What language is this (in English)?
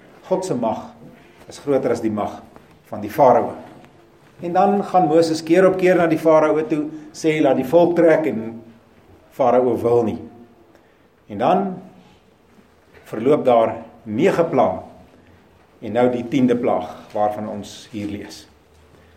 Afrikaans